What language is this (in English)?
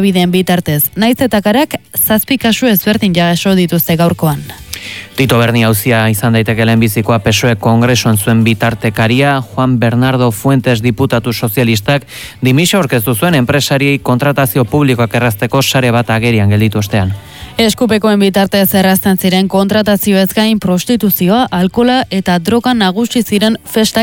Basque